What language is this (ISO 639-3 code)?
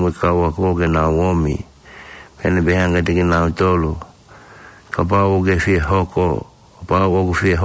ton